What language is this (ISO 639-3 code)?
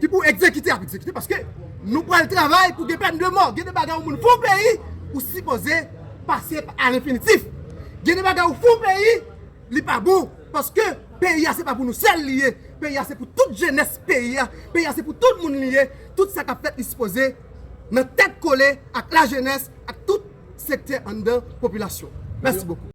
hat